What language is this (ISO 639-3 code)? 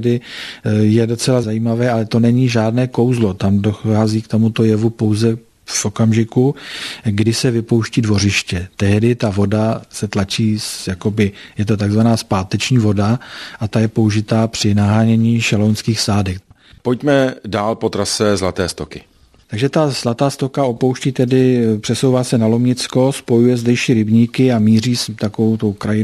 ces